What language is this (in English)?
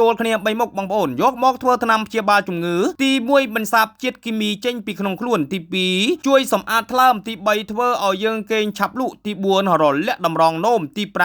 Khmer